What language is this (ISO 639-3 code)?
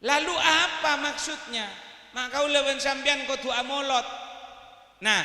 mad